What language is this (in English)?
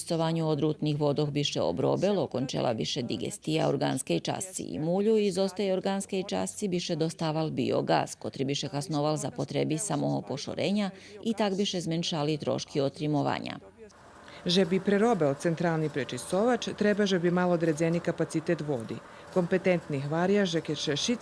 Rusyn